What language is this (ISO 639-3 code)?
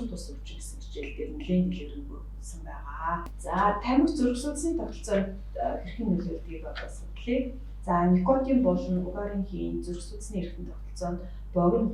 mon